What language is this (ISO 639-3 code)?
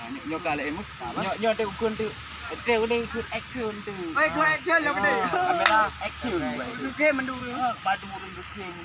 ace